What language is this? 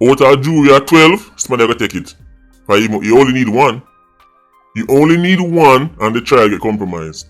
Jamaican Creole English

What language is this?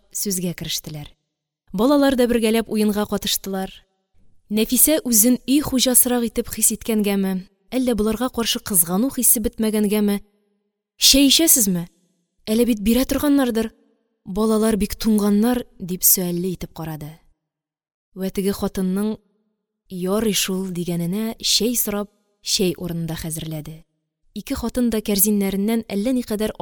Tatar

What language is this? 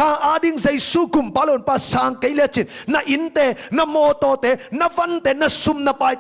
Tedim Chin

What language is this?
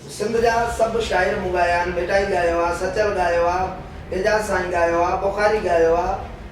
Sindhi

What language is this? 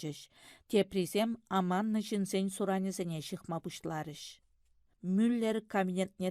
Chuvash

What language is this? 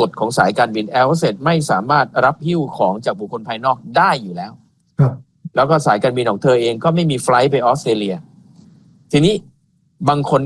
Thai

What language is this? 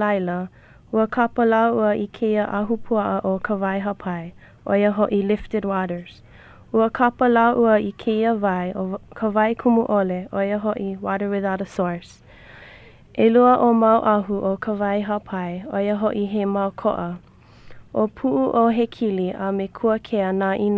Hawaiian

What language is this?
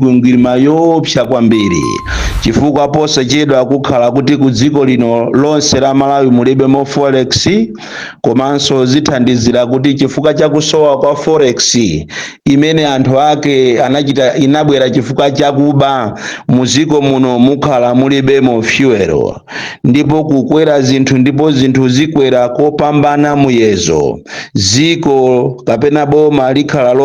Nyanja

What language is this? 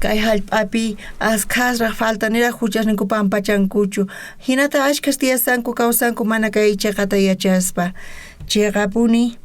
South Bolivian Quechua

